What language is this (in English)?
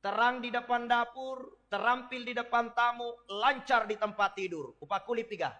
Buginese